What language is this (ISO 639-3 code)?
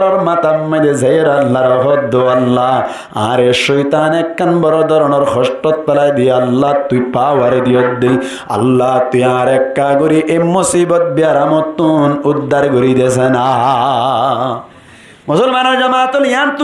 rhg